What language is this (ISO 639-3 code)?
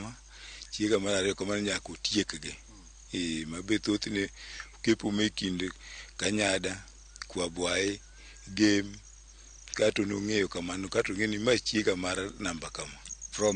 luo